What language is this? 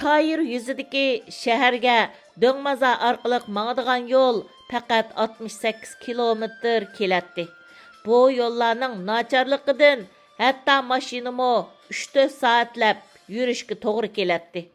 Uyghur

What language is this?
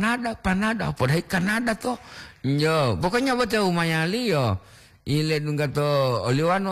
Gorontalo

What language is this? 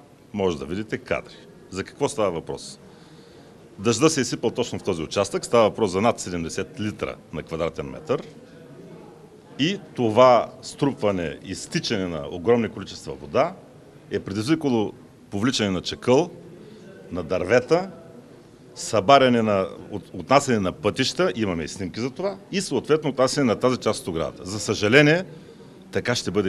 Bulgarian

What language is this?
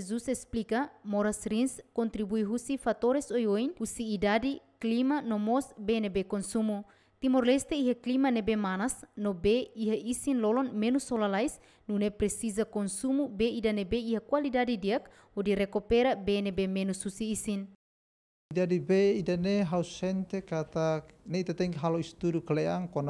Tetum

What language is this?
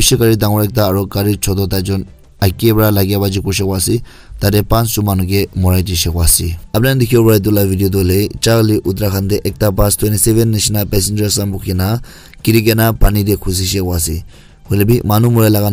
Naga Pidgin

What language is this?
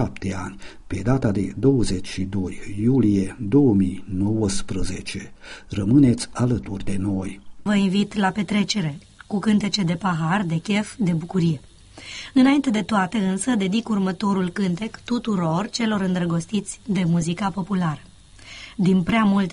Romanian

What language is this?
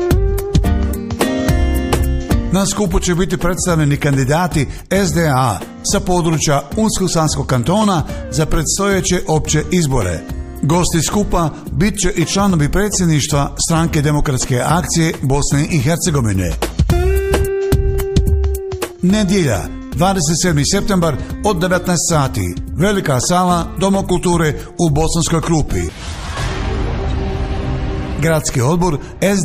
Bosnian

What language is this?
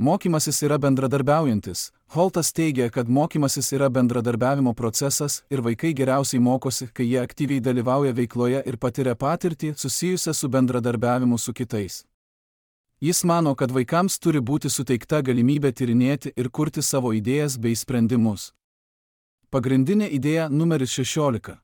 Lithuanian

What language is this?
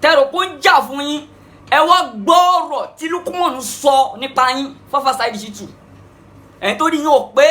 Yoruba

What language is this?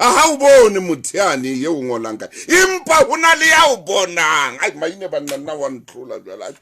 Southern Sotho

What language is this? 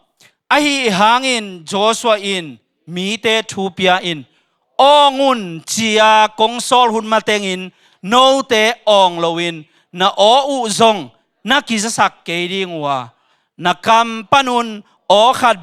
Tedim Chin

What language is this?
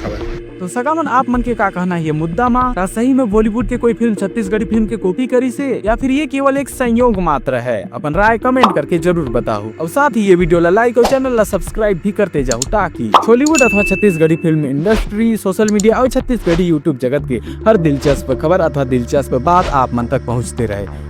Chhattisgarhi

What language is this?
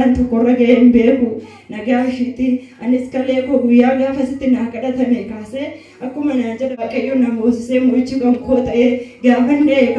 Oromo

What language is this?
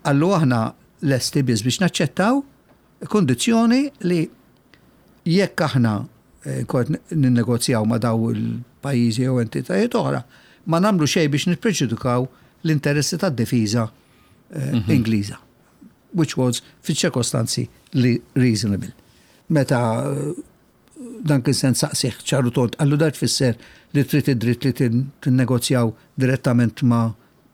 Maltese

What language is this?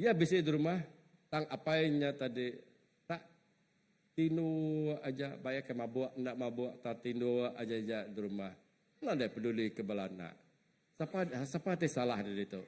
Iban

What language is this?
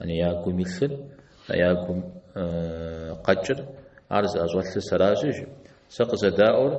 Kabardian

